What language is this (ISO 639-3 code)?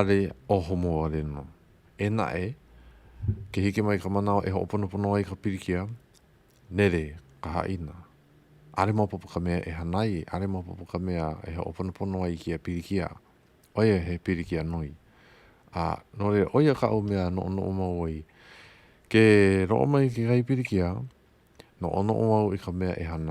haw